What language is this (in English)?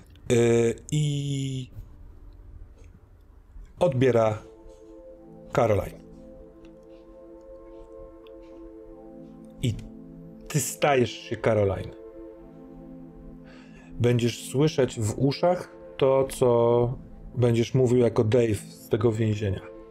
Polish